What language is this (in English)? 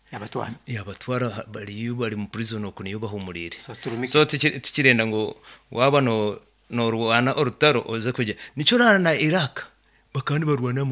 Nyankole